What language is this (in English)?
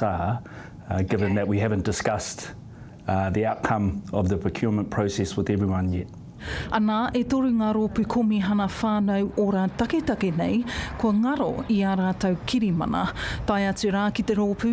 Māori